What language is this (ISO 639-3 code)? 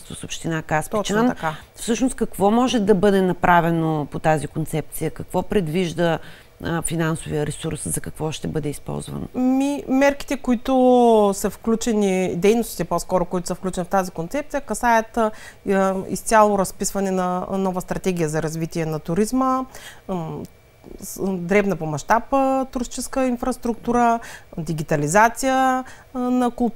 bul